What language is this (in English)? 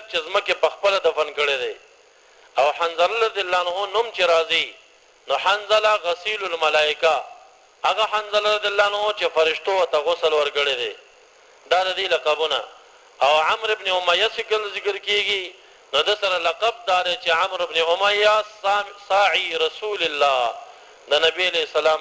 Pashto